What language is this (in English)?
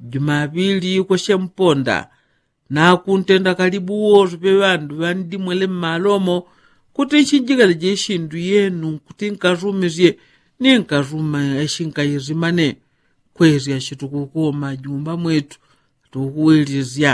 Yao